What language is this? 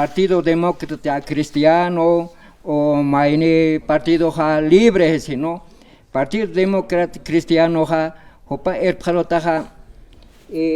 Aymara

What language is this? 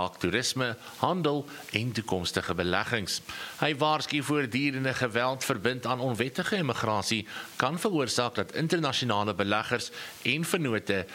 Afrikaans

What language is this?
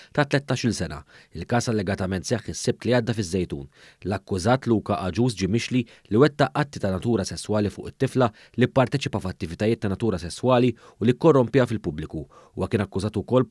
Maltese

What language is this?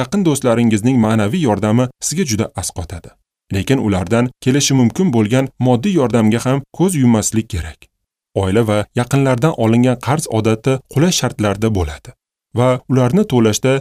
Uzbek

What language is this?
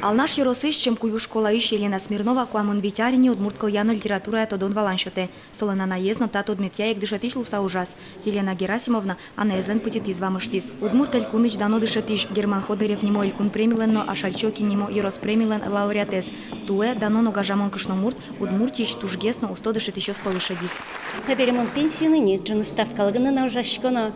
Udmurt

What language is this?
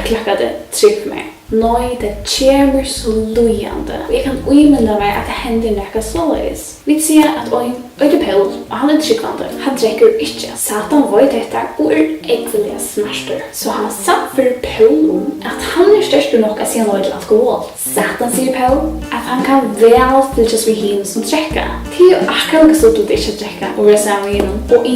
Faroese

